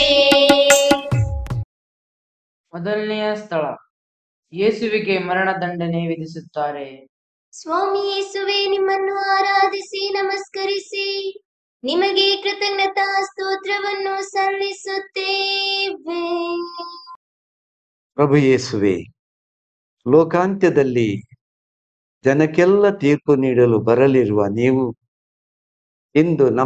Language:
Kannada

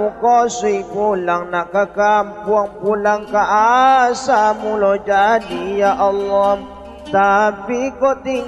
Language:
Minangkabau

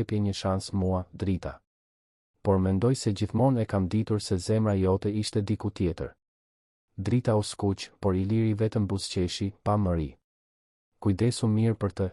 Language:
Albanian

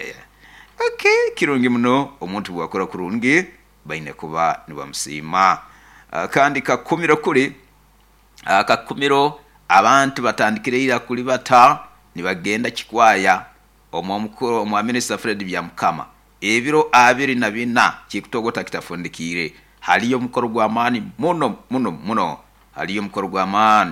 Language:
Nyoro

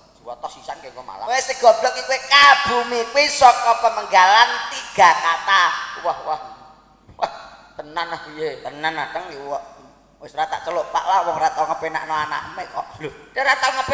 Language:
Javanese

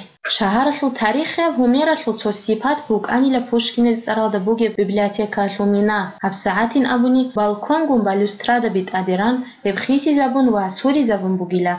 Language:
Avaric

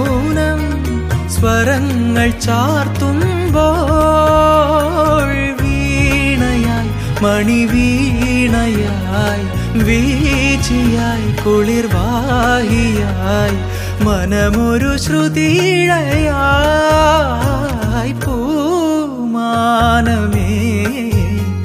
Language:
Malayalam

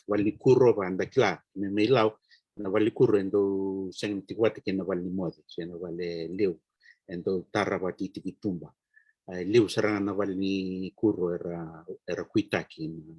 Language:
Fijian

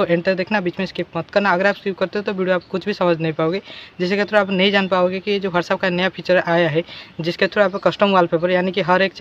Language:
Hindi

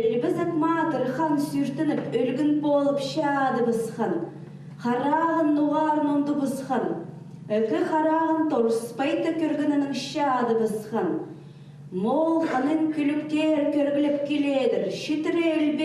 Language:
Khakas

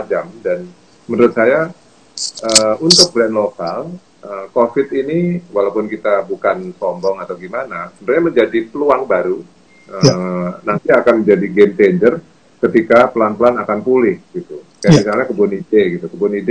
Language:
Indonesian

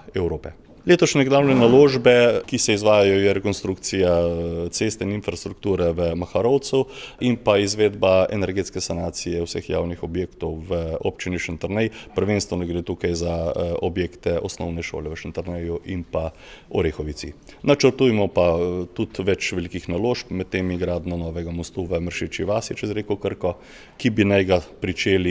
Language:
Slovenian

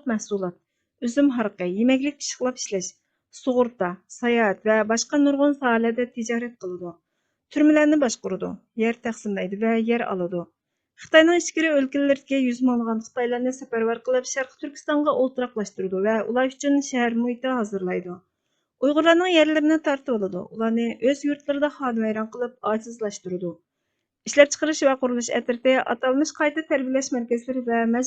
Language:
Uyghur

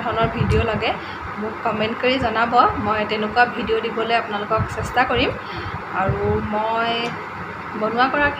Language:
Assamese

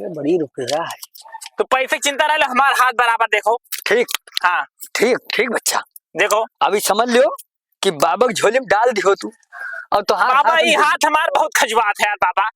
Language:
Awadhi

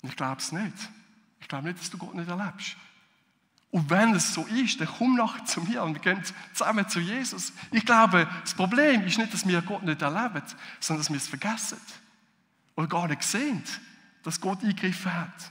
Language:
Swiss German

